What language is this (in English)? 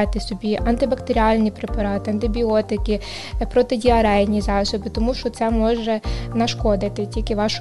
Ukrainian